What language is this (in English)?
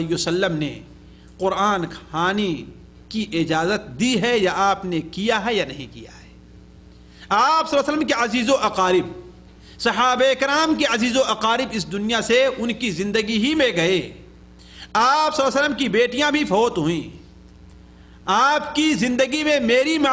Urdu